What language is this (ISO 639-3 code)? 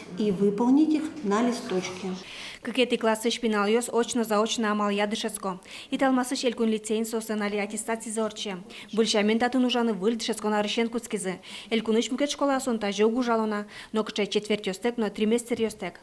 udm